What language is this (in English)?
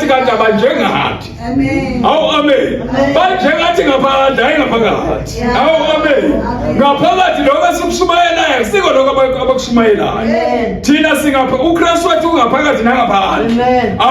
Zulu